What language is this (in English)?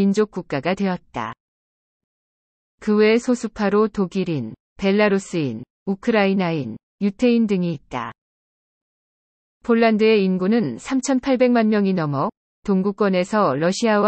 Korean